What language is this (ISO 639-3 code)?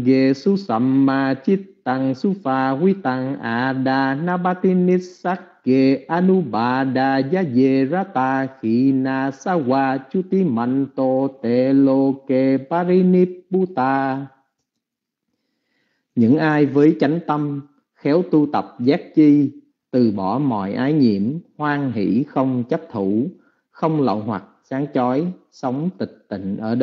vie